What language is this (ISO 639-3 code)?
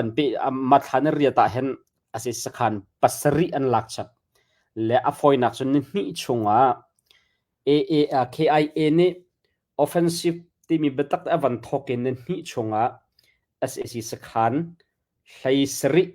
cnh